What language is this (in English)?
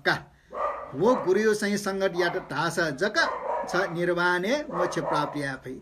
Newari